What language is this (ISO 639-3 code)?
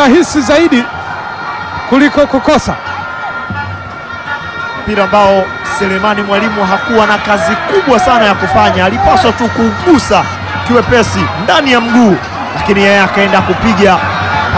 swa